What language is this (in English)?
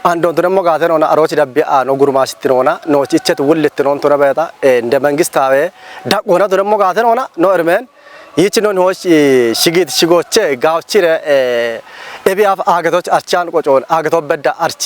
Kafa